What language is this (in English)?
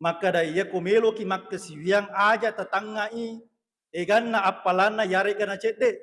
Buginese